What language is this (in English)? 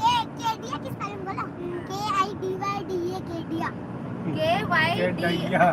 Chhattisgarhi